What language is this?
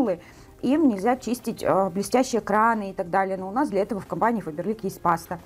Russian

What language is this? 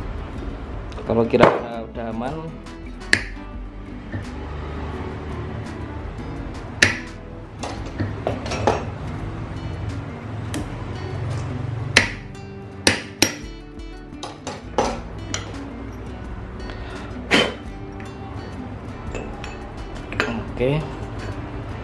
Indonesian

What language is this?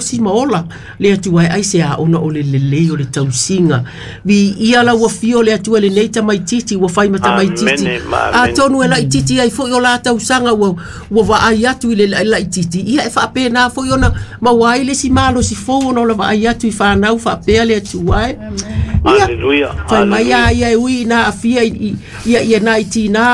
Samoan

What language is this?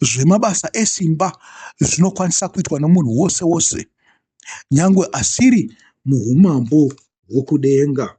Shona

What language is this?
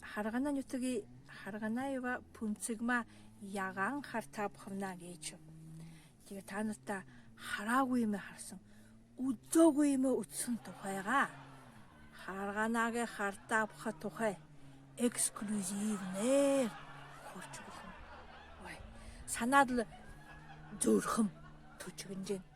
Buriat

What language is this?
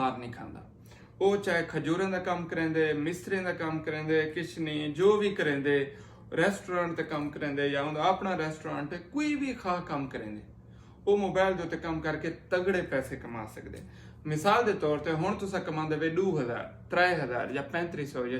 Saraiki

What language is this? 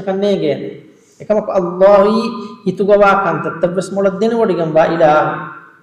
Divehi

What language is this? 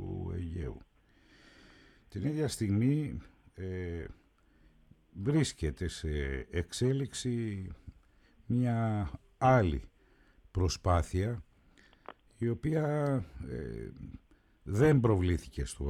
Greek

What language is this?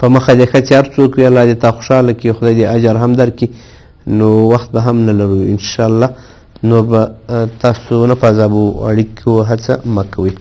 Pashto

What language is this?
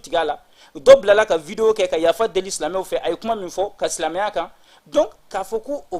Bambara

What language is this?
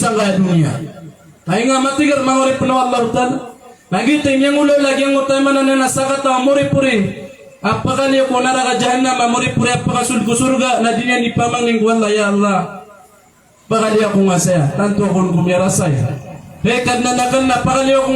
Maranao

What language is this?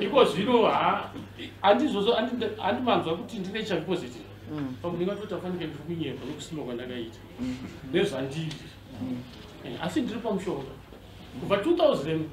Shona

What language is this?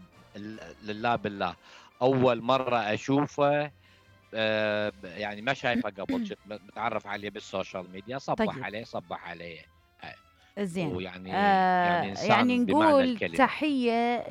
Mesopotamian Arabic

